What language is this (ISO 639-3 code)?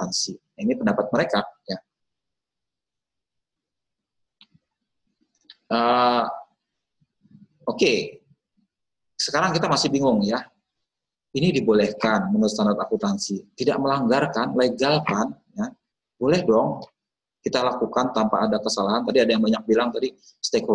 ind